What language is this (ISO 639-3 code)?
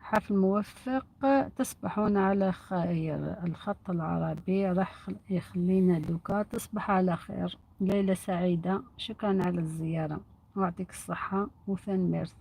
arq